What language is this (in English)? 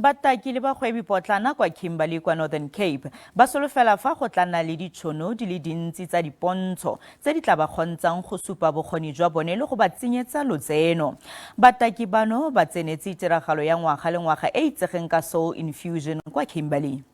Tswana